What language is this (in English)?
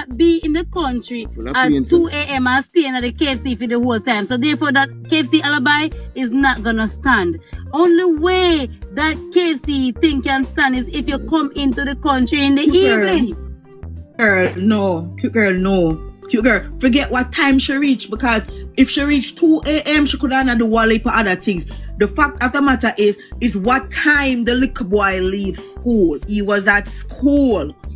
Jamaican Creole English